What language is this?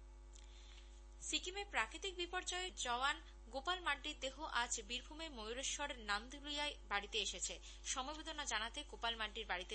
Bangla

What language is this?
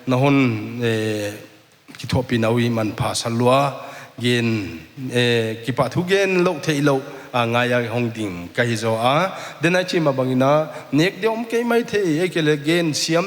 Paite Chin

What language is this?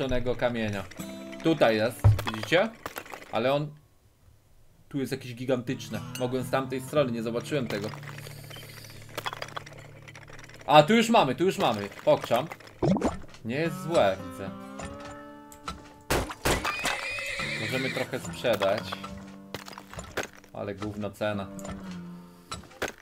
Polish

